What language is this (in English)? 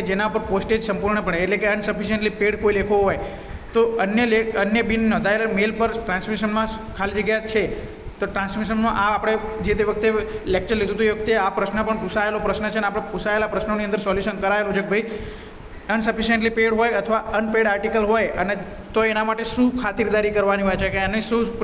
Gujarati